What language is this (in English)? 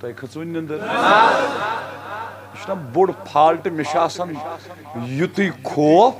Kashmiri